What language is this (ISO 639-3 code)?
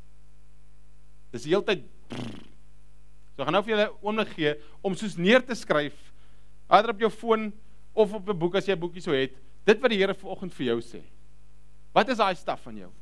afr